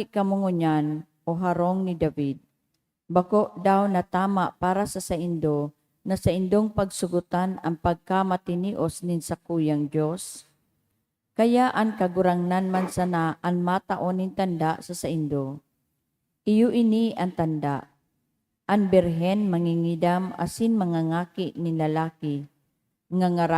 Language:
Bikol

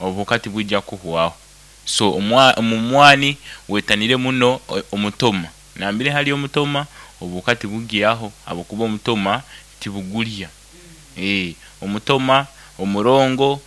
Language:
Nyoro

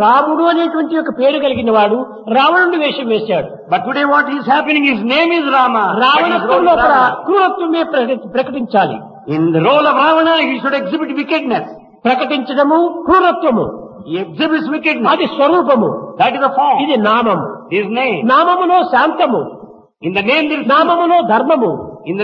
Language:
Telugu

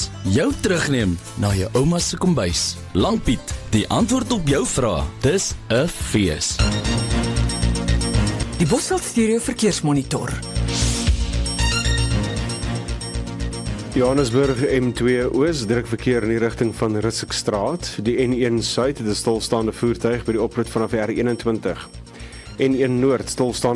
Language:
Afrikaans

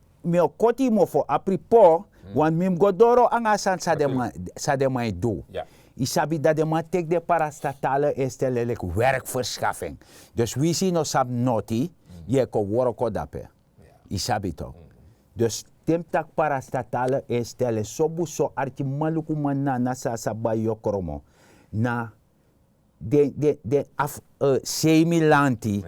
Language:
Sranan Tongo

